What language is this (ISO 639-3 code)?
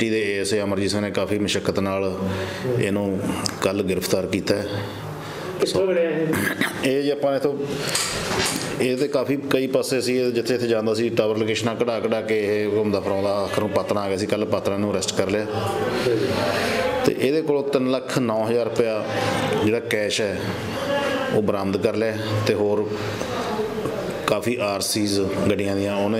pan